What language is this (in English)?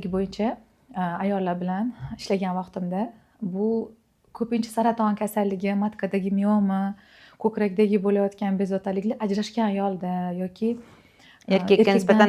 Uzbek